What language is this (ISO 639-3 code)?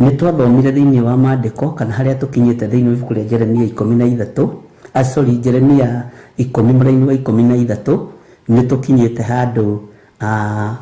kik